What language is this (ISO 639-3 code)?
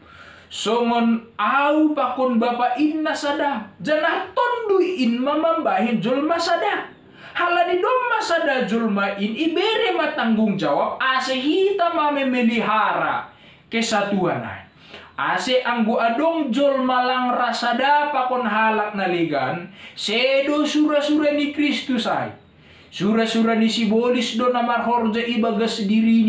bts